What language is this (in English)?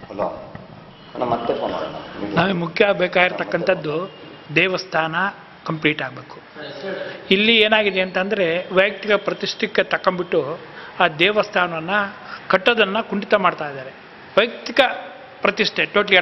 Kannada